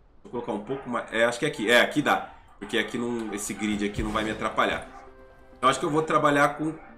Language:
Portuguese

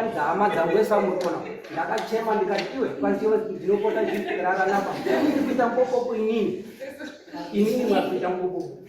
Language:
Shona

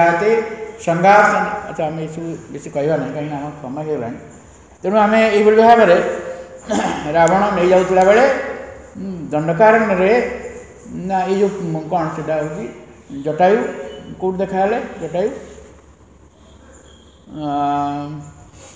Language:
Odia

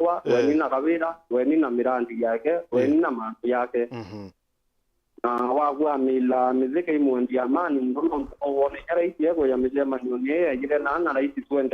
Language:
Meru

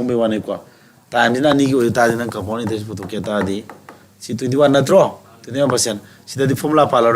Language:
Manipuri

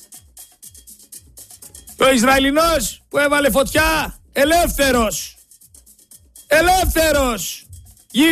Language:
Greek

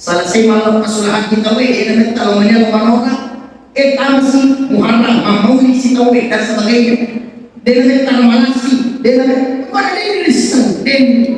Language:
Buginese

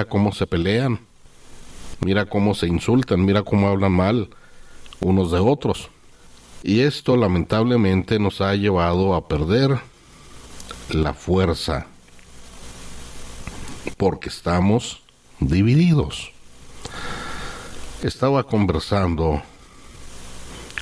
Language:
Spanish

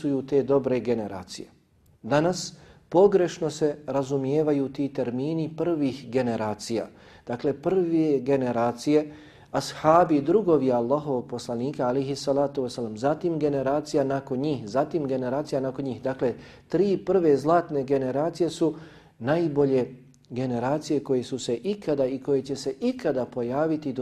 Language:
Bosnian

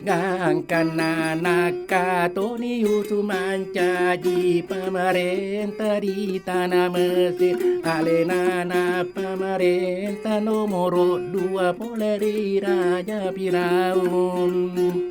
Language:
Buginese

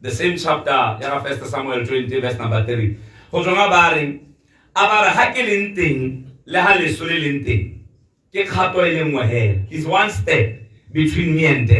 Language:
Tswana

